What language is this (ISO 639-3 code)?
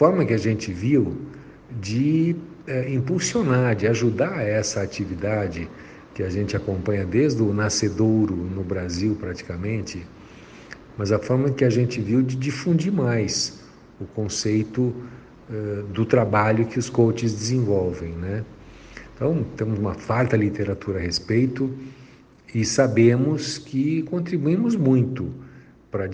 por